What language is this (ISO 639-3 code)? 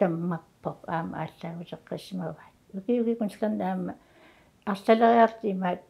kal